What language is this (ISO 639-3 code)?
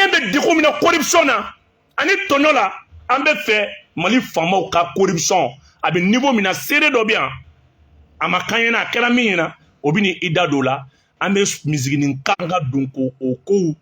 bam